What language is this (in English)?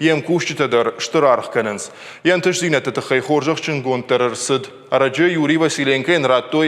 Ossetic